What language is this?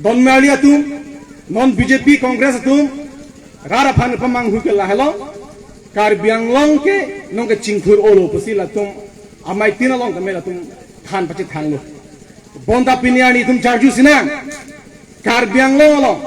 Karbi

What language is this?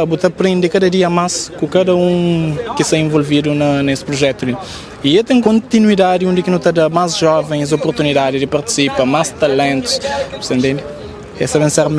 Kabuverdianu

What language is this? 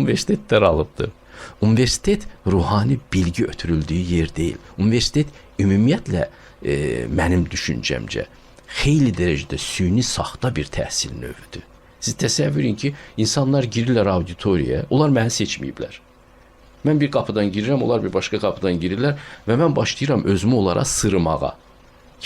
Azerbaijani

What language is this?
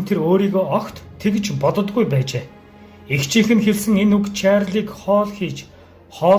Mongolian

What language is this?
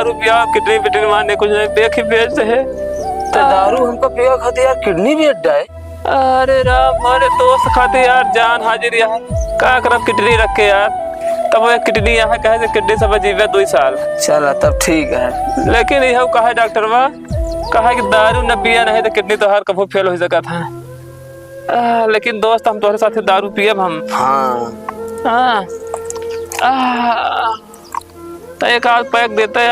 Awadhi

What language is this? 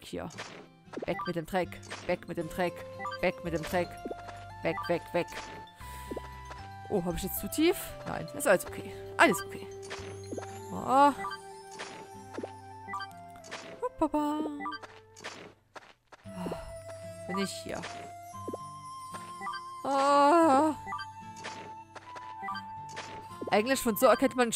German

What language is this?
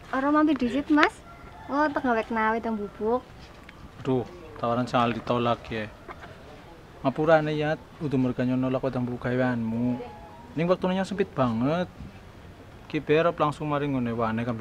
Javanese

